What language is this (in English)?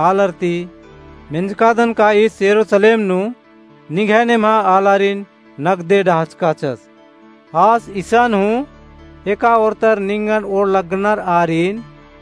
Kurukh